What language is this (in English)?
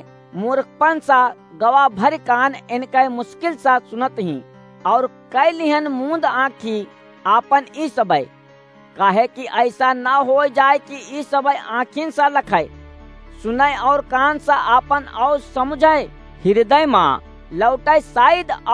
Awadhi